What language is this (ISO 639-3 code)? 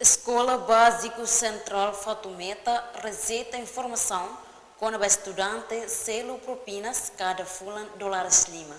tet